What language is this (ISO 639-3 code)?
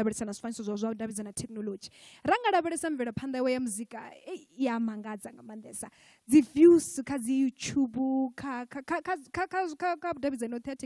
ven